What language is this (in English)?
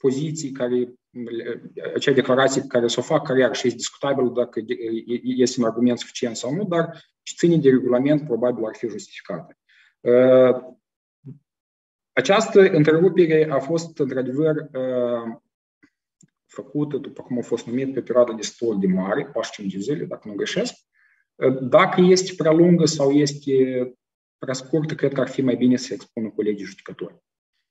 Romanian